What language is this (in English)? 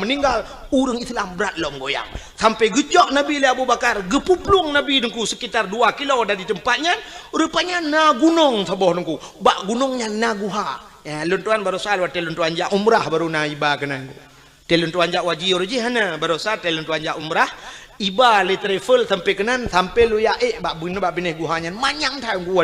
Achinese